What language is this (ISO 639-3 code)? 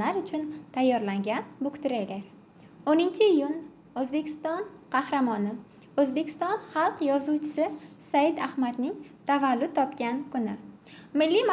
uzb